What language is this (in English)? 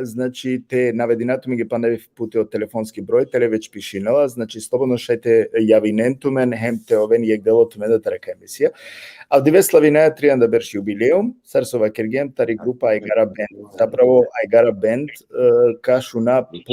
Balkan Romani